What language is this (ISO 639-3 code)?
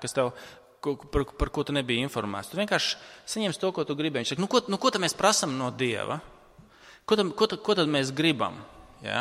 lav